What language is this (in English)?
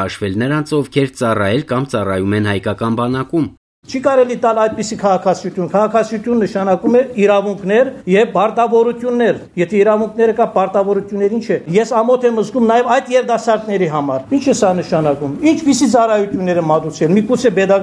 Armenian